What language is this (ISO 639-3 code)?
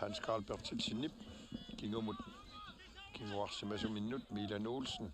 kal